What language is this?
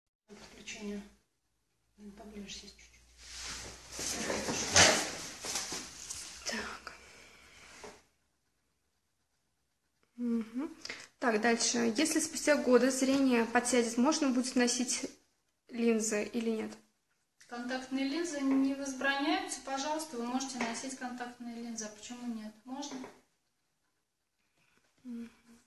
Russian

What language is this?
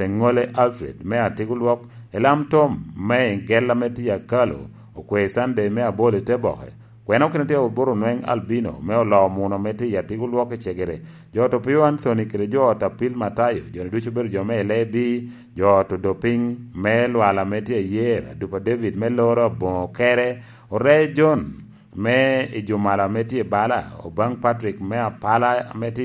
Lango (Uganda)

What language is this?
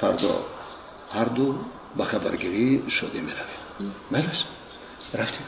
Tajik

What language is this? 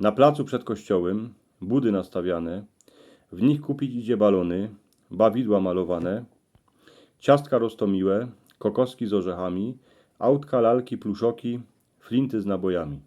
Silesian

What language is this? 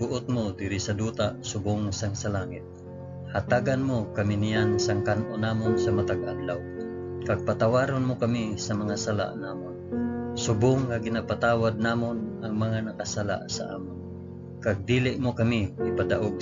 Hiligaynon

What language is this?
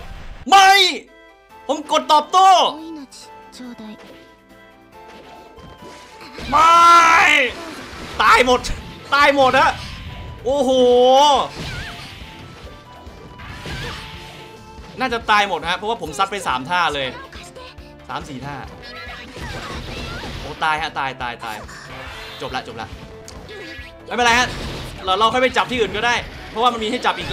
Thai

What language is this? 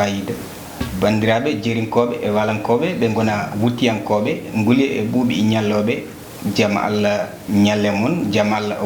Fula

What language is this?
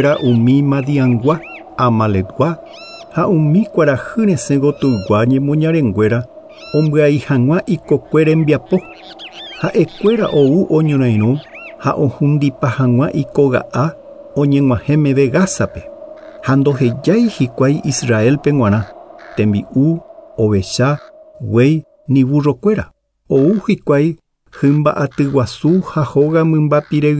Guarani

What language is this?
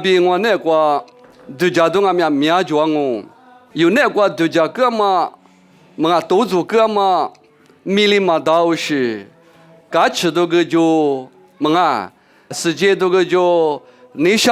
Lisu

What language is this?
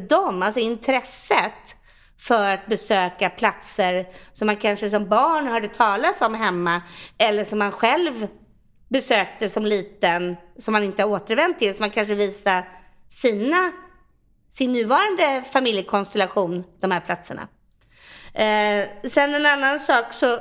Swedish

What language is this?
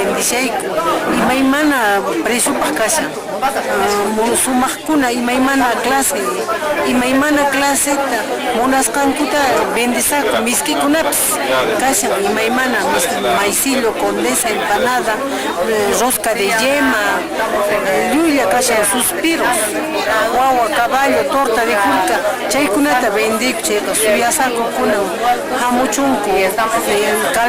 Quechua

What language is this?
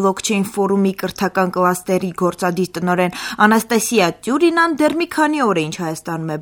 Armenian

